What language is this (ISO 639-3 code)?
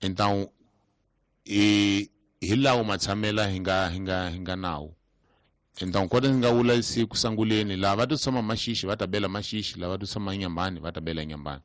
tso